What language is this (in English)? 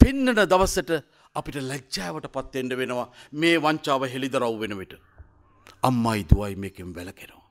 Sinhala